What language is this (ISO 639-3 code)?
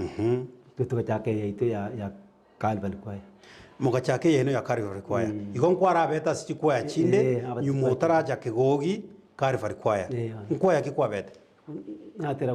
guz